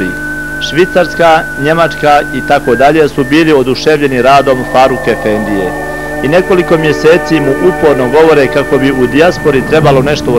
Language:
Bosnian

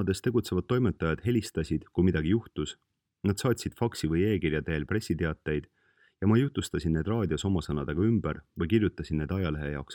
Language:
Estonian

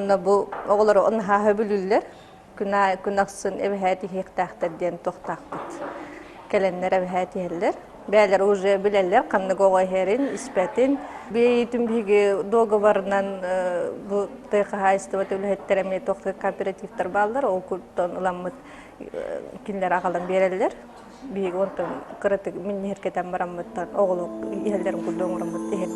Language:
Yakut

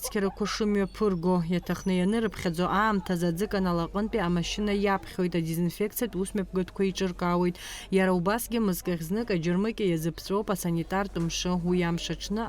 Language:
Abkhazian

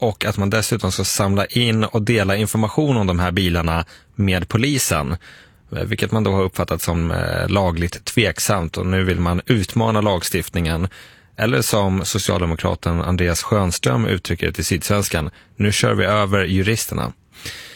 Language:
Swedish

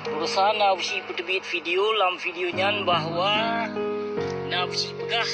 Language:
Achinese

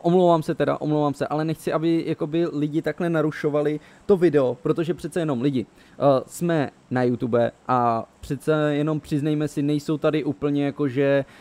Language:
Czech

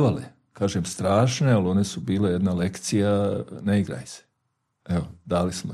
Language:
Bosnian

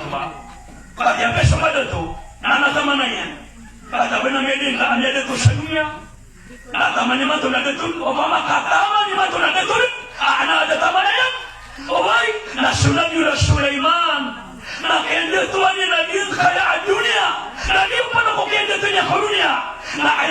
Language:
Maranao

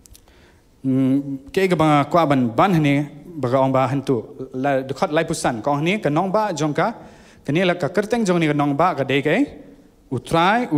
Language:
Khasi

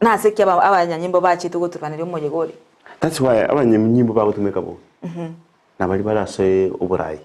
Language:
Gusii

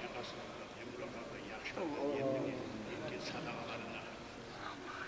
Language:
Kumyk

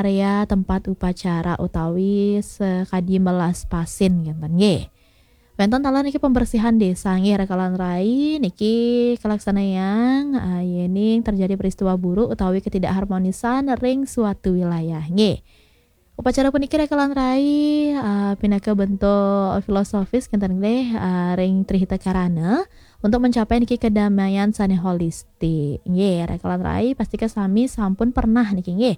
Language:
Balinese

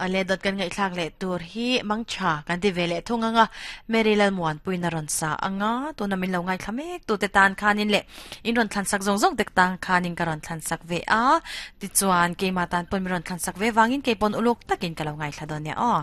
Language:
Mizo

